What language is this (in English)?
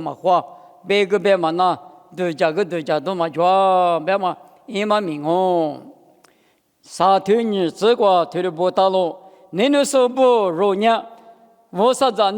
Lisu